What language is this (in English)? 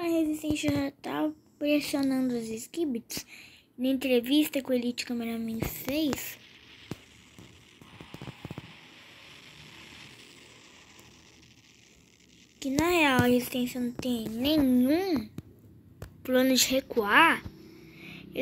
Portuguese